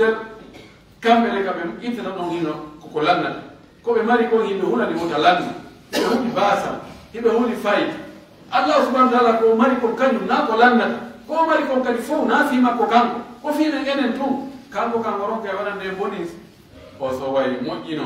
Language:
Pular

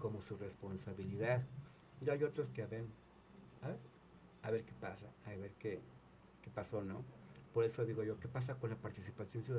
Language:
Spanish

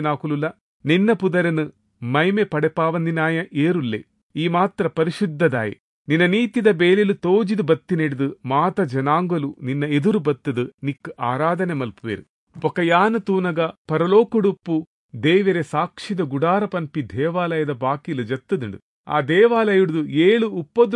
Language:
Tulu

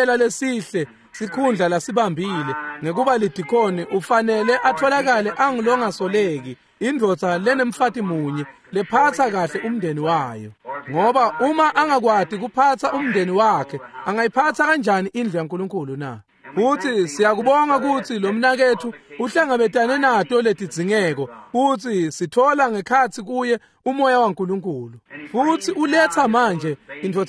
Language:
Swati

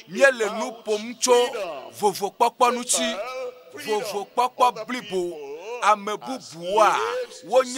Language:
Ewe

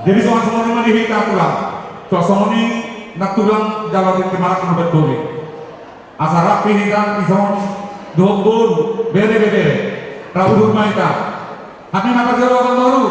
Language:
Batak Toba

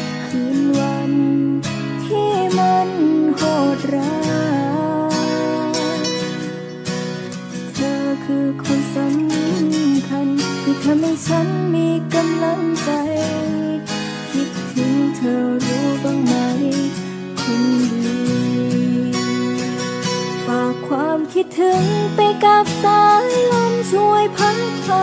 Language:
Thai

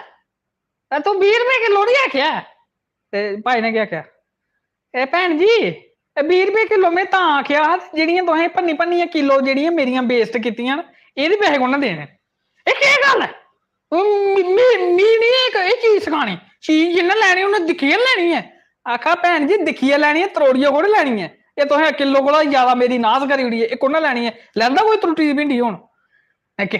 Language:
Dogri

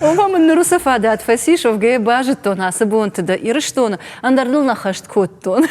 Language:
Ossetic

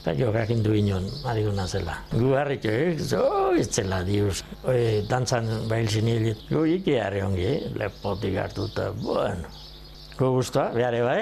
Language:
Basque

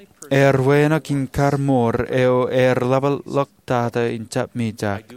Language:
Marshallese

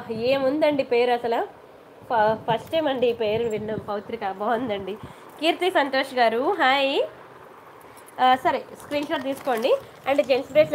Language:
Telugu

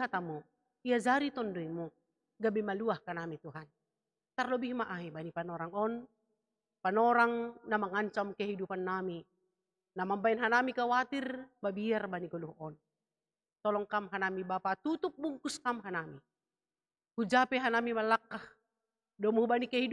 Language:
Batak Simalungun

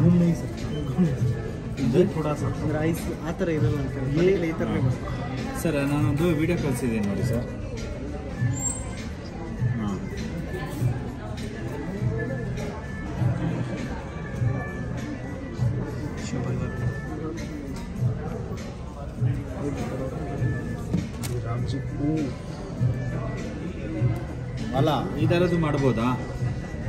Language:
Kannada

